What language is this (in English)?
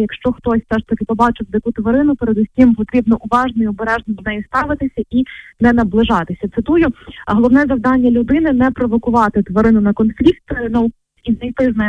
Ukrainian